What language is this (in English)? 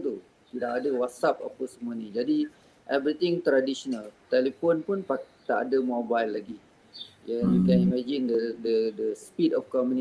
Malay